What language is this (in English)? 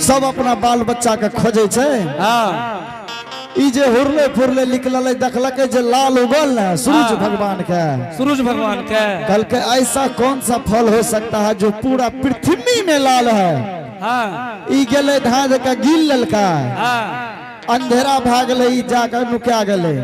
Angika